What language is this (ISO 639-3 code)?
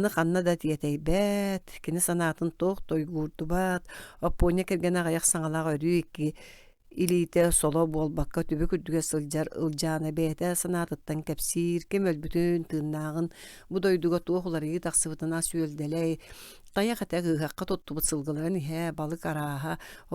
sah